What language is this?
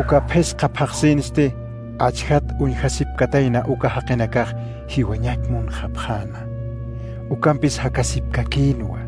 Aymara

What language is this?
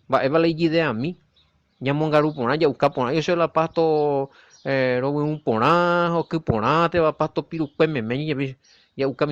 Guarani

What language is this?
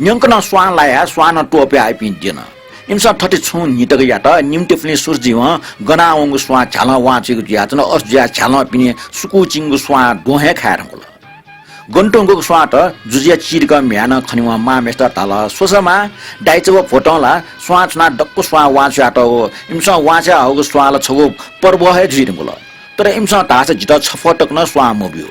Newari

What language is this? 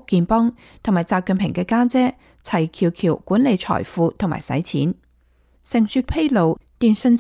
Cantonese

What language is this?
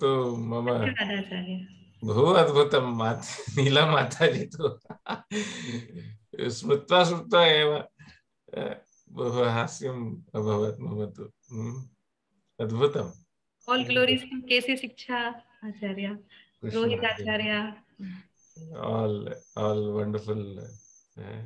Sanskrit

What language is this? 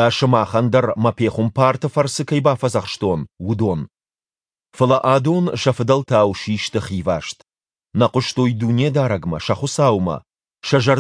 Ossetic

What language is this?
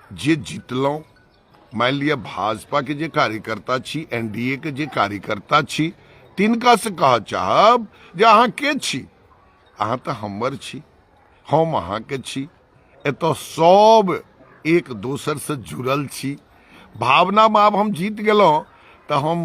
Maithili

